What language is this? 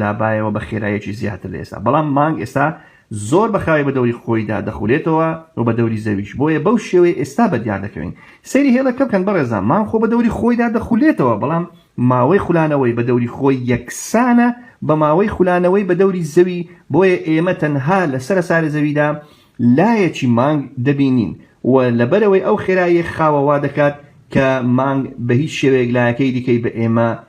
Central Kurdish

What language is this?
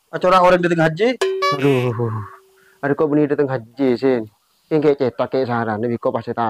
Madurese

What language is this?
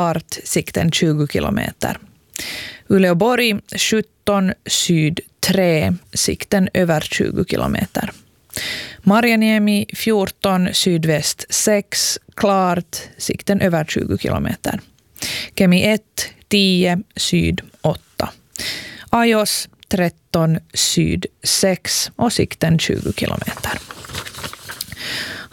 Swedish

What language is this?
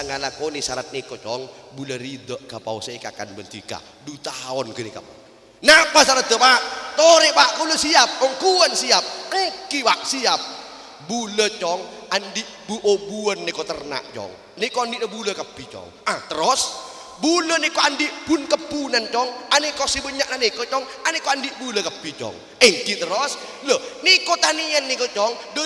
Madurese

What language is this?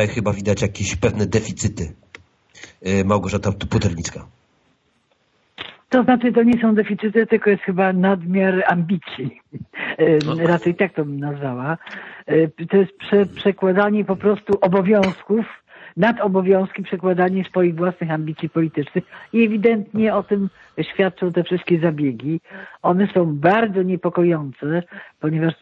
Polish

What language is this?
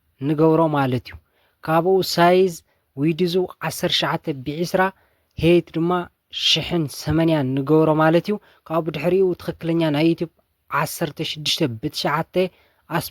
Tigrinya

